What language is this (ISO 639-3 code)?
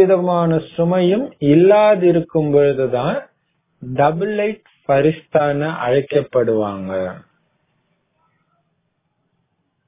tam